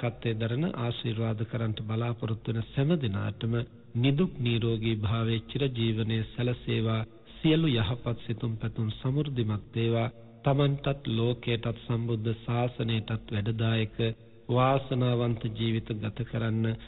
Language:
Sinhala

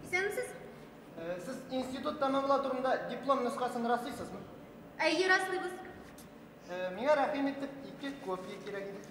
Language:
Bashkir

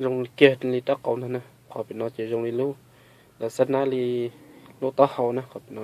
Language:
Hmong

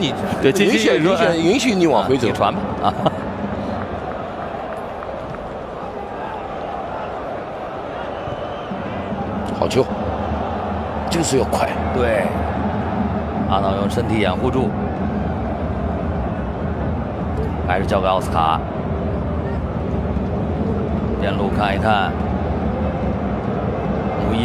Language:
Chinese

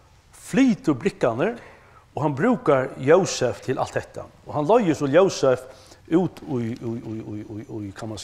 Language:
Faroese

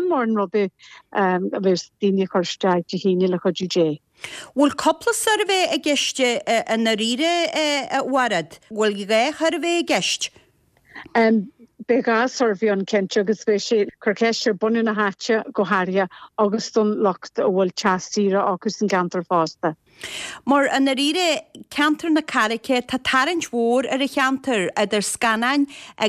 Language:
Irish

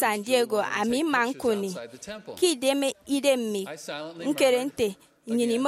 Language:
Efik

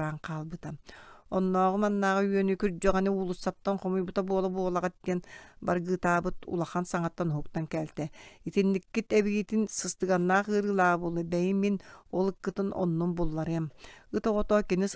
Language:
Yakut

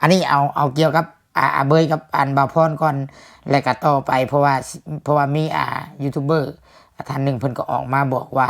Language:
Lao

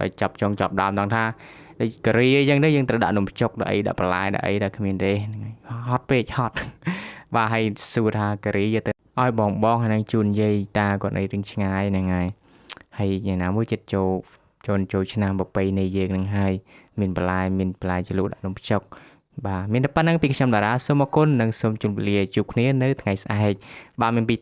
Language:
Khmer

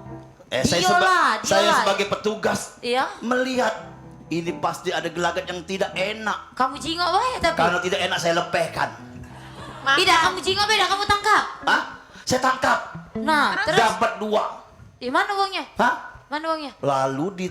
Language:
Musi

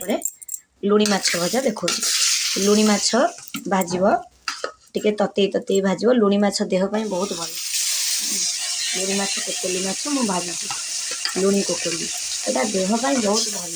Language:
Odia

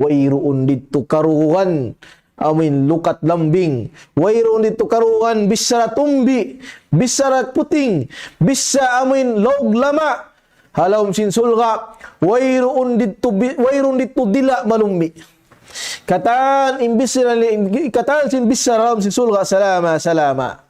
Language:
Tausug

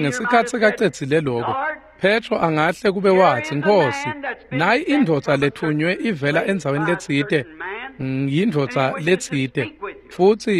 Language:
Swati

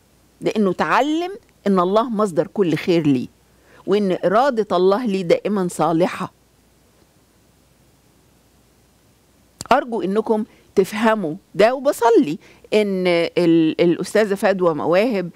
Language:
Egyptian Arabic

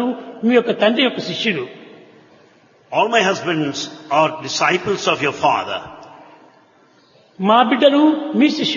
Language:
Telugu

